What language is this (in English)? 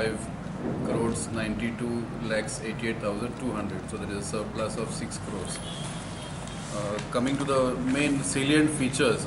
Konkani